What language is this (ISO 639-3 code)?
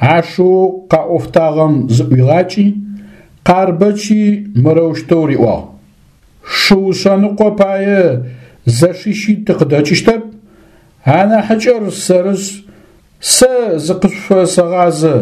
ady